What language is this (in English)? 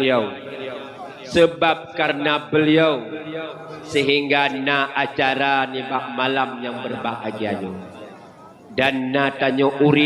Achinese